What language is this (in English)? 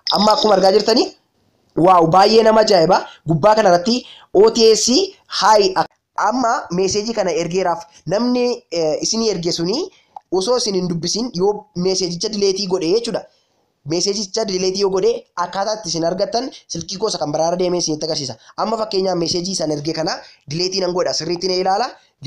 Oromo